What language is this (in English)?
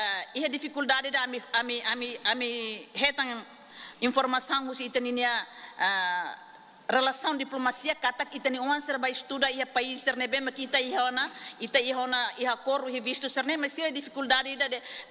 Tetum